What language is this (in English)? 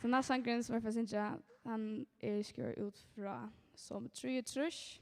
Faroese